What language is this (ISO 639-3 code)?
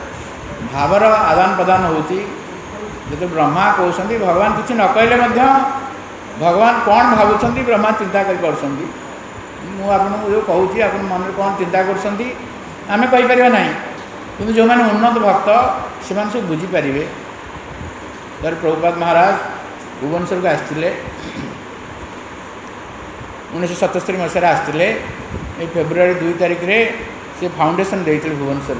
ori